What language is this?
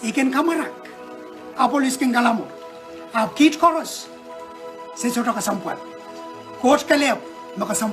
Pohnpeian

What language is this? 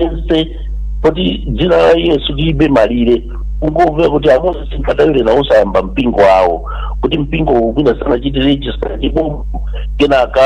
Nyanja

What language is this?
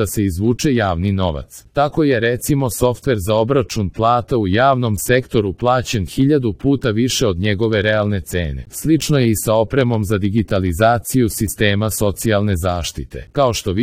Serbian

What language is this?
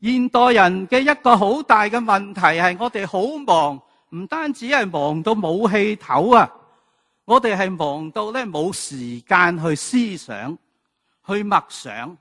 Cantonese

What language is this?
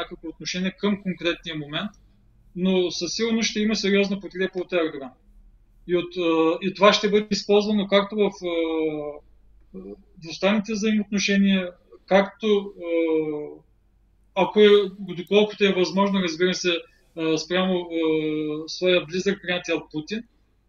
Bulgarian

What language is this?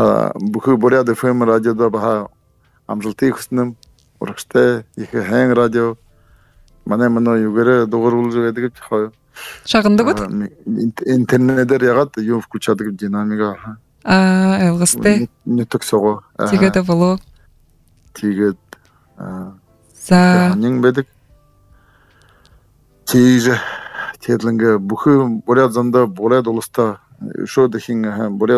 Buriat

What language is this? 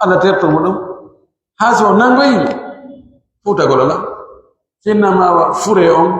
Pular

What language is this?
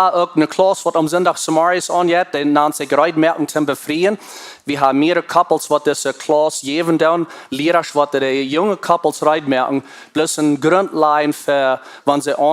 Plautdietsch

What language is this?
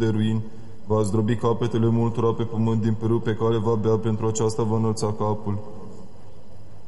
Romanian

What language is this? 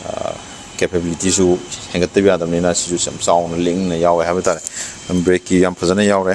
Manipuri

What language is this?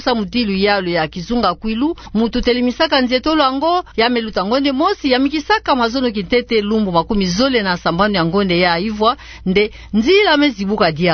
Kituba (Democratic Republic of Congo)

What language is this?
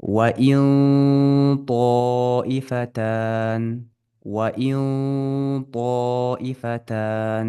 Ingush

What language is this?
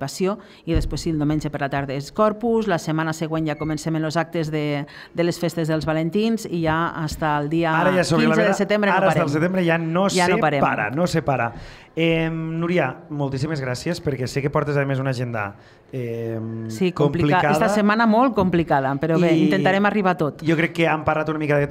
Catalan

